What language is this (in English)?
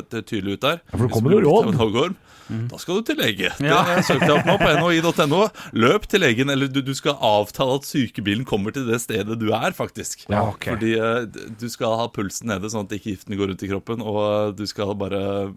Norwegian